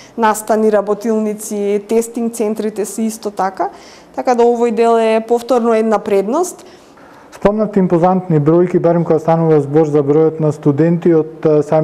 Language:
Macedonian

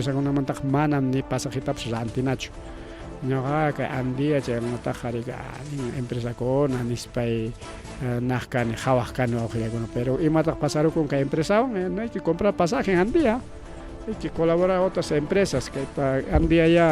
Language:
Ayacucho Quechua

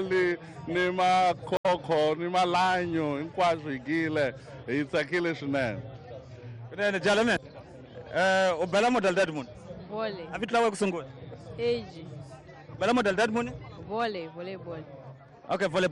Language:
Tsonga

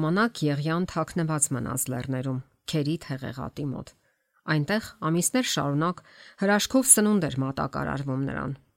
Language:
Armenian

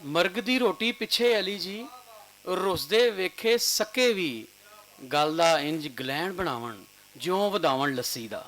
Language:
Western Panjabi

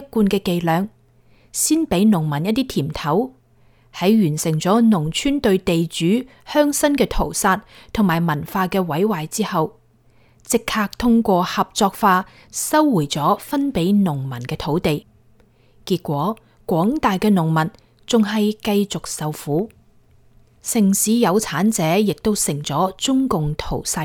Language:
Cantonese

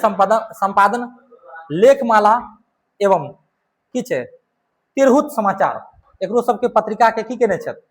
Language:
Maithili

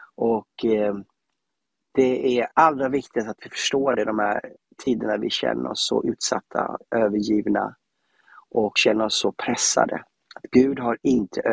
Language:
Swedish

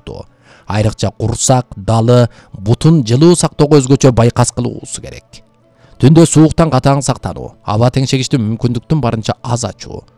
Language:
Kyrgyz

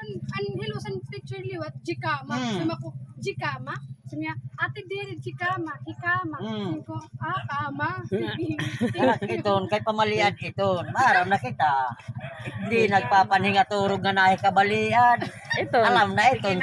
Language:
Waray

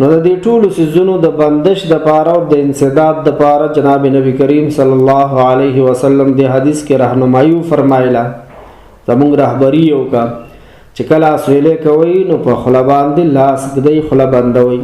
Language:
Pashto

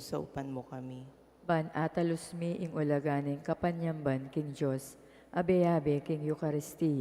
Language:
Pampanga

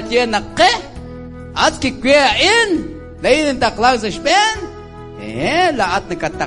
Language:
Kekchí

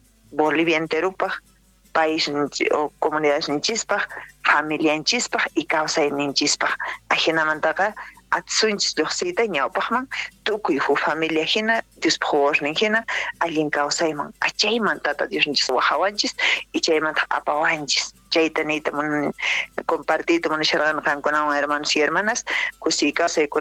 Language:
South Bolivian Quechua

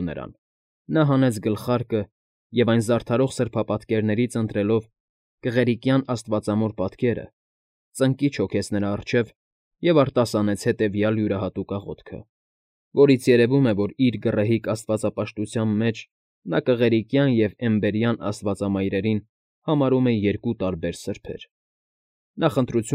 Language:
Armenian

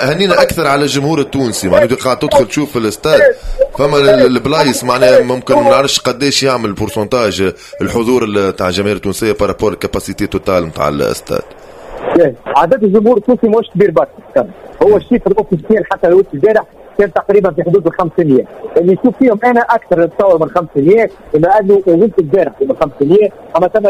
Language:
Tunisian Arabic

